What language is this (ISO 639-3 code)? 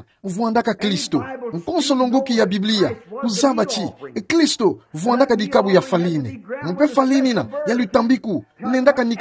ktu